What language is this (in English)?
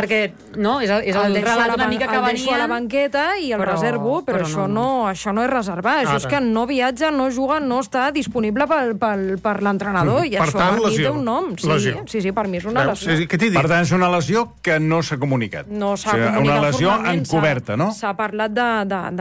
Catalan